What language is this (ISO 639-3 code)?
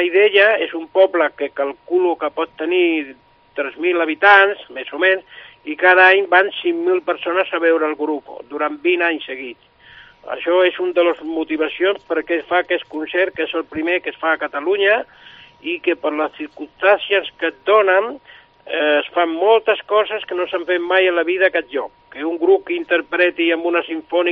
cat